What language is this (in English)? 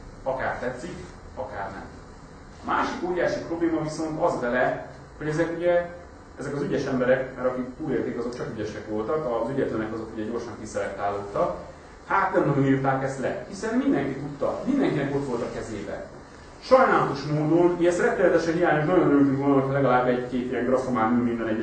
Hungarian